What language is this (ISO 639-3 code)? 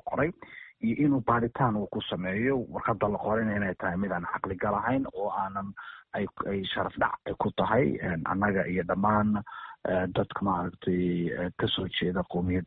som